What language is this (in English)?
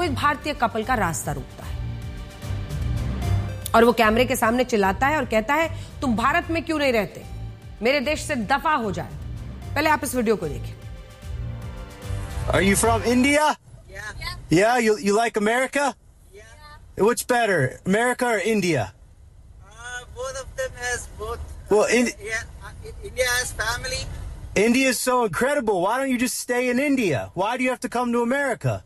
Hindi